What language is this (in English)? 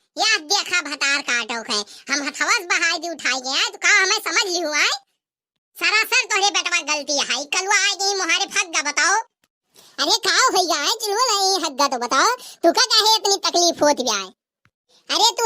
Awadhi